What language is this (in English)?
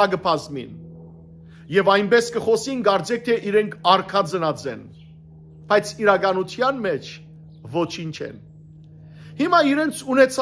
Western Armenian